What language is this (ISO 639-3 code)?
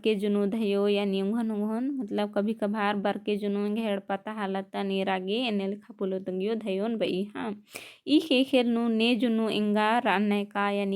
kru